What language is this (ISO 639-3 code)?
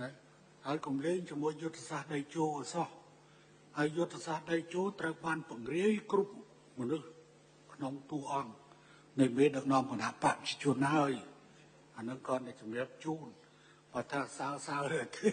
khm